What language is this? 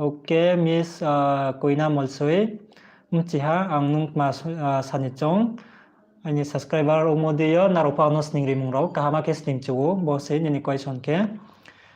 Riang (India)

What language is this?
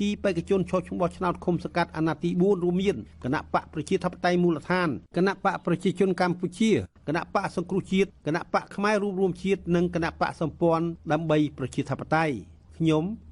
Khmer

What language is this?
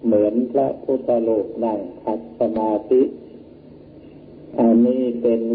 Thai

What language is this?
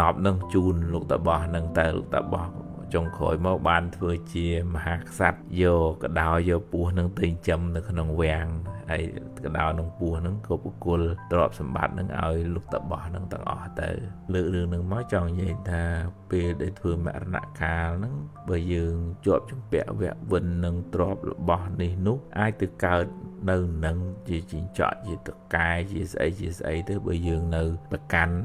Khmer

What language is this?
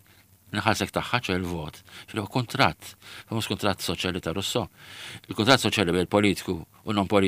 Maltese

